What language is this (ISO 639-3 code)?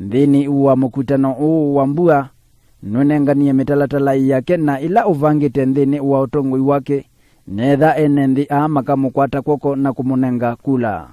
kam